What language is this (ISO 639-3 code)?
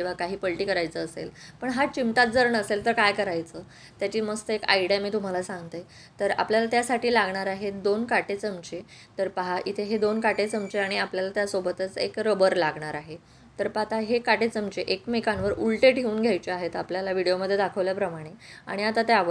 mar